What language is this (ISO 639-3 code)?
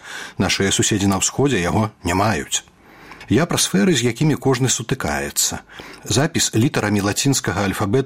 bel